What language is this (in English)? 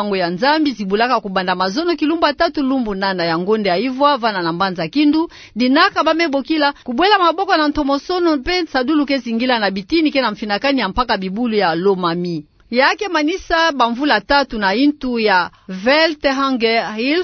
Kituba (Democratic Republic of Congo)